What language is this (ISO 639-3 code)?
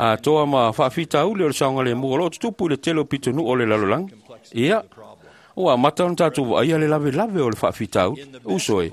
smo